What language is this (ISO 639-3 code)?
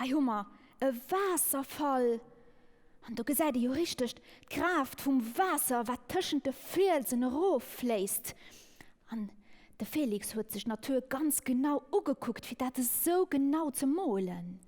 ltz